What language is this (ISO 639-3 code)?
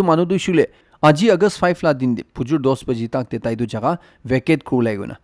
nag